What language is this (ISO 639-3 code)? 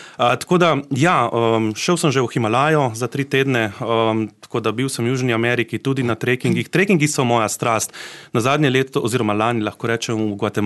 slv